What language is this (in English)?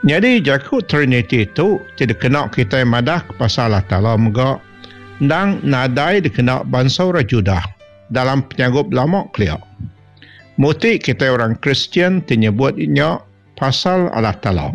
Iban